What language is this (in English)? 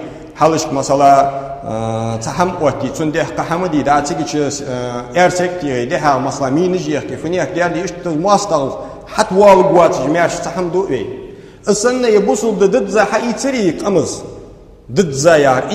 Ingush